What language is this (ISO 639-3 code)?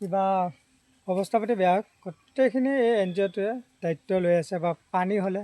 asm